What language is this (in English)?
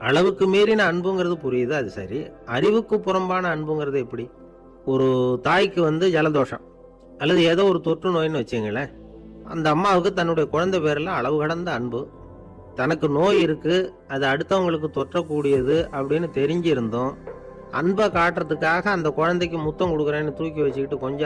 Tamil